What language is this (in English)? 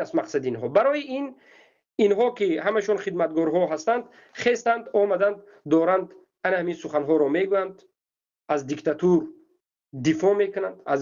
Tajik